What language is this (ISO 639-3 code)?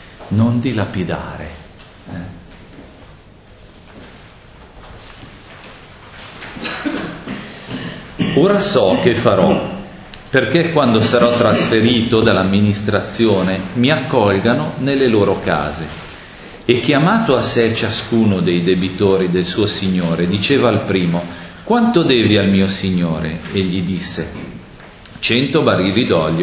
ita